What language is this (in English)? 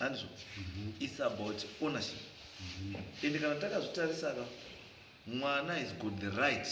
Shona